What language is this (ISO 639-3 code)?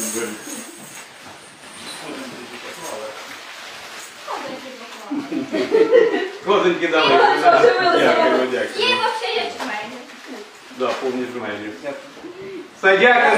ukr